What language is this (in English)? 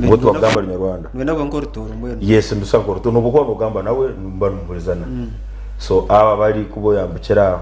Nyankole